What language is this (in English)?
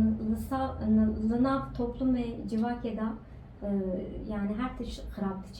Kurdish